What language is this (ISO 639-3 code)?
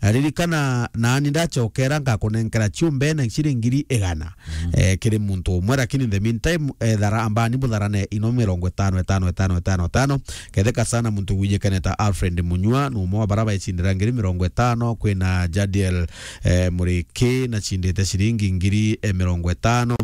mer